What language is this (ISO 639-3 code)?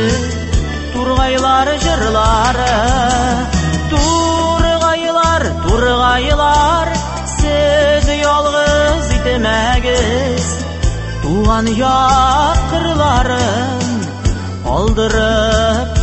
tat